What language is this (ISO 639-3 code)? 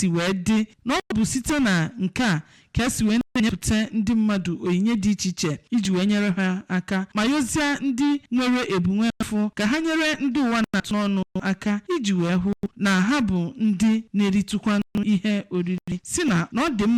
ibo